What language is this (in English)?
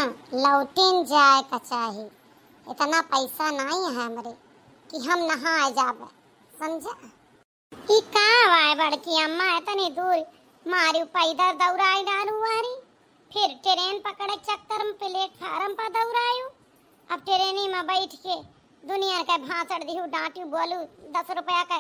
Awadhi